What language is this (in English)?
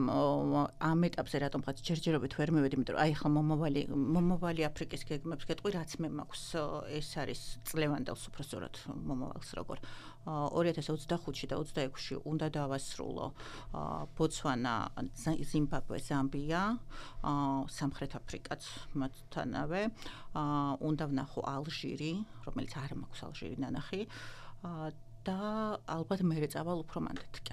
Georgian